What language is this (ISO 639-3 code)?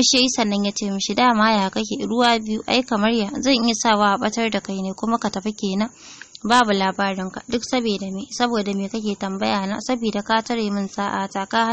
hau